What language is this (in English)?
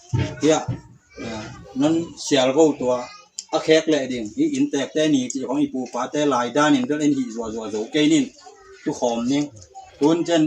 Tedim Chin